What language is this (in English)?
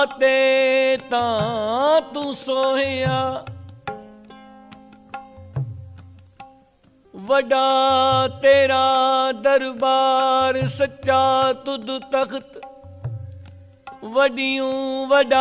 Punjabi